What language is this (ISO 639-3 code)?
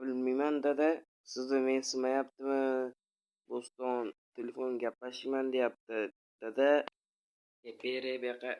uzb